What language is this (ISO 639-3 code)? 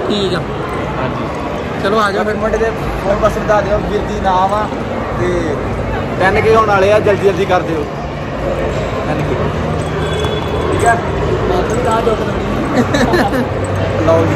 pan